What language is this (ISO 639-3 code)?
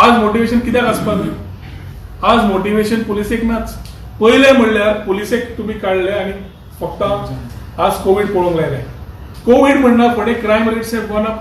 kok